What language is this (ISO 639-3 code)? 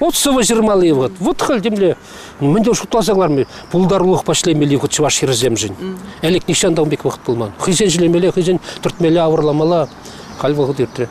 chv